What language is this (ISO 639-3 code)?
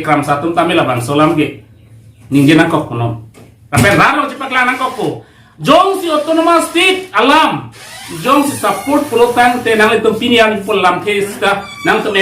mjw